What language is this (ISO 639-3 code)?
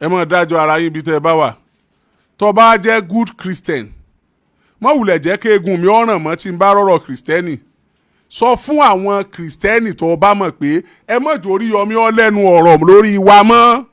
yor